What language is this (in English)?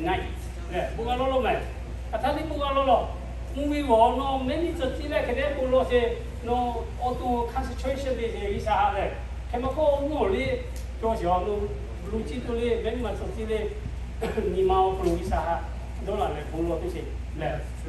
Lahu